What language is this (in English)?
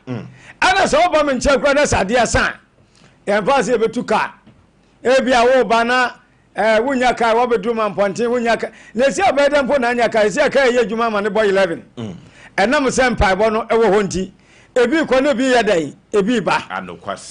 Akan